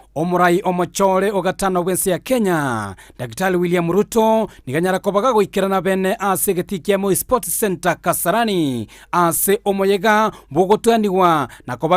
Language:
Gusii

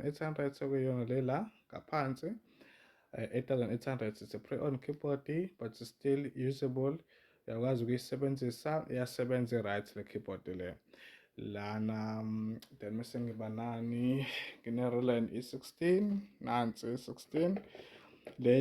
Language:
Zulu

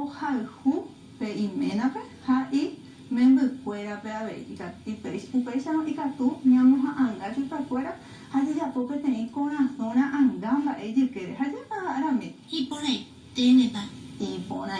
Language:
Guarani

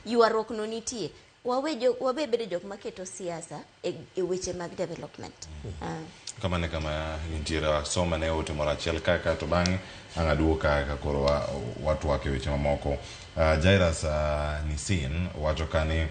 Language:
Luo (Kenya and Tanzania)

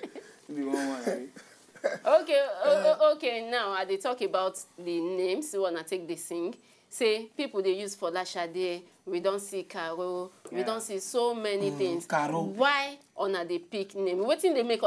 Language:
Nigerian Pidgin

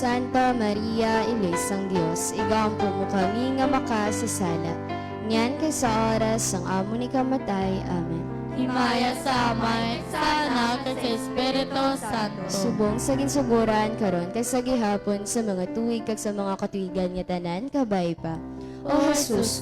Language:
Hiligaynon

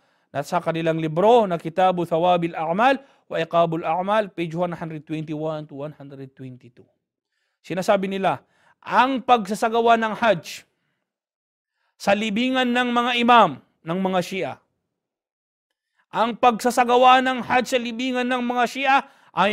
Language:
Filipino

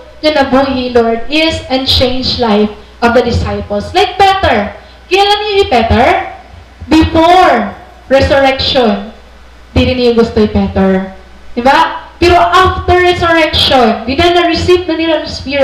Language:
Waray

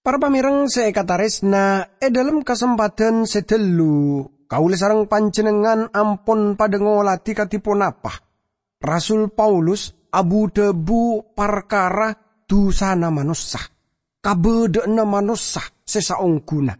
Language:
Madurese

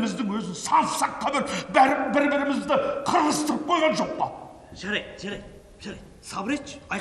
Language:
Kazakh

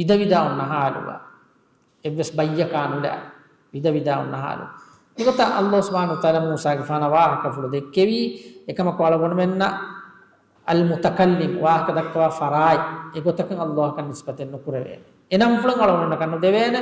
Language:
Divehi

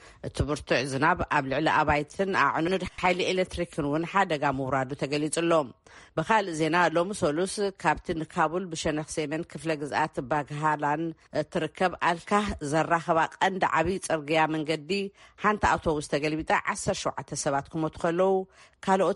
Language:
Tigrinya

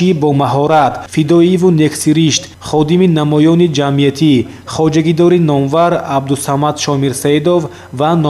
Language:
Tajik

